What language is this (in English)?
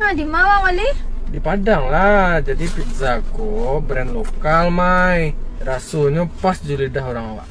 Minangkabau